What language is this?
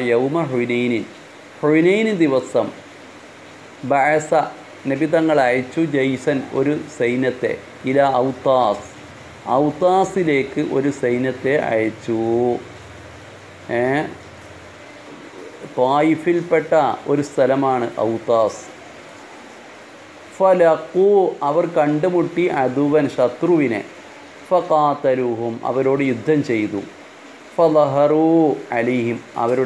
Malayalam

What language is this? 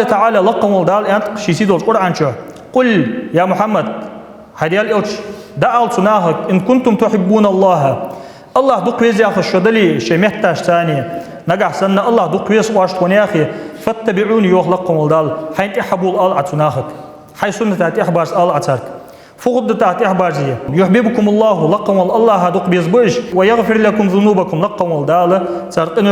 Ingush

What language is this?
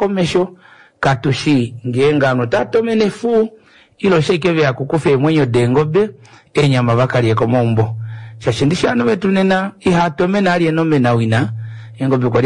Kuanyama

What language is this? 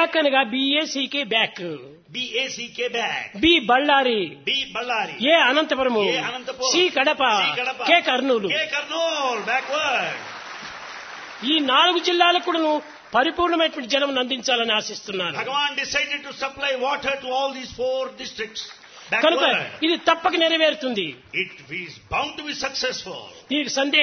Telugu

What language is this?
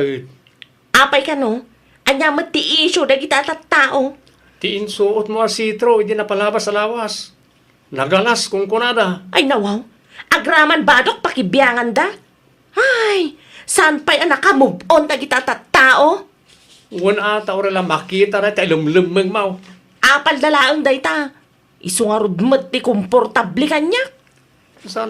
Iloko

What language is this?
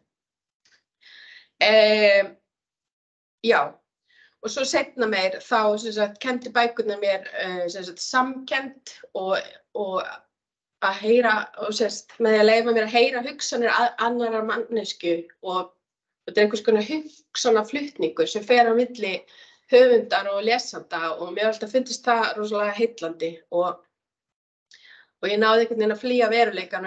Icelandic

